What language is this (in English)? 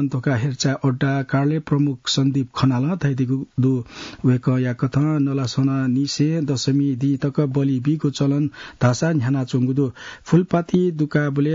Newari